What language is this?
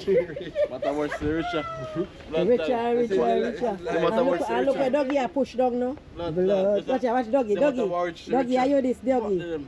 Jamaican Creole English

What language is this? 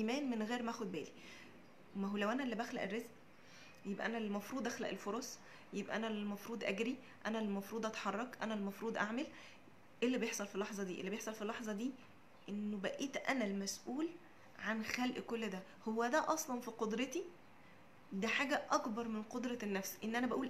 Egyptian Arabic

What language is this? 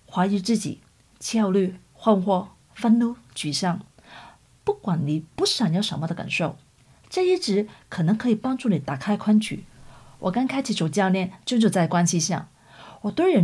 Chinese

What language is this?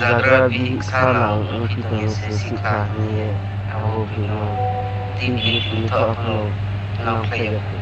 Riang (India)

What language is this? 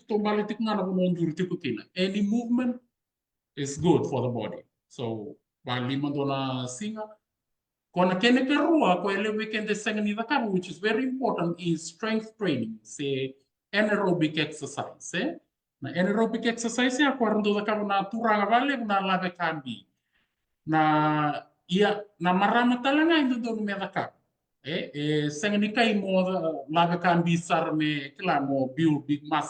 Fijian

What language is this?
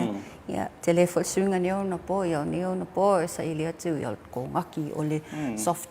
Samoan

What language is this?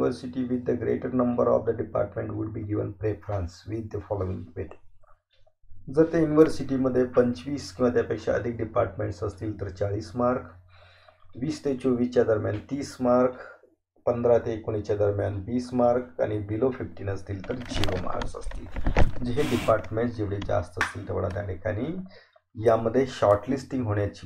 Marathi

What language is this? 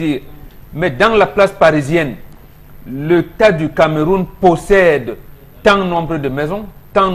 French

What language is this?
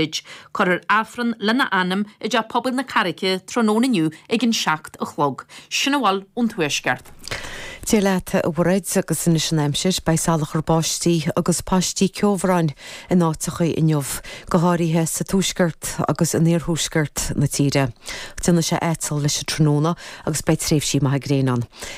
Irish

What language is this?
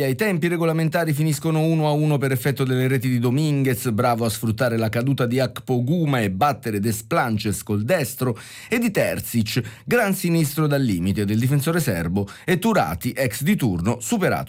Italian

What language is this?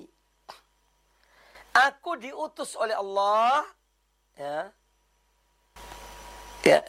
Indonesian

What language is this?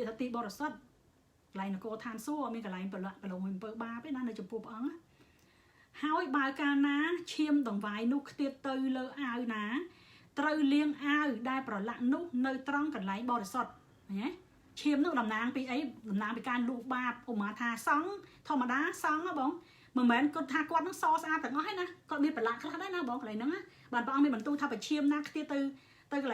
Khmer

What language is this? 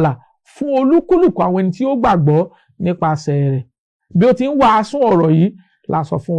Yoruba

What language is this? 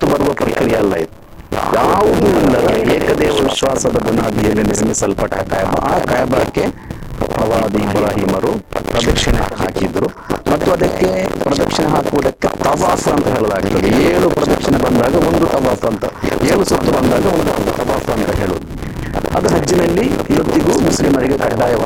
Kannada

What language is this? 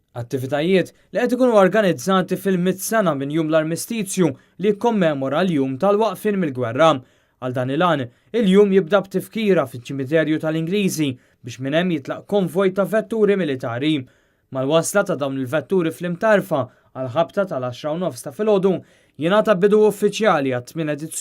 Maltese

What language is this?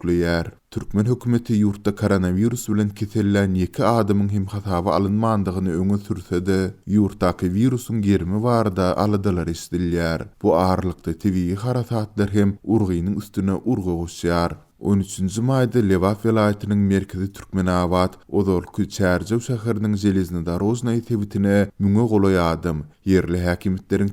Turkmen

